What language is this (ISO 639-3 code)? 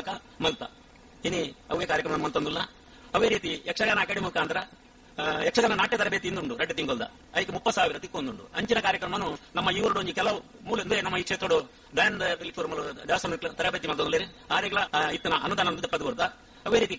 tcy